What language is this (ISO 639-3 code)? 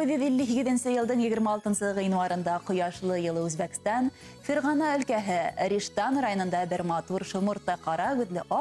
bak